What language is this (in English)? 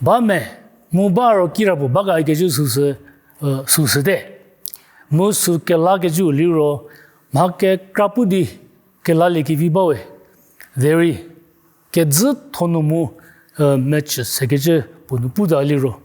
Angami Naga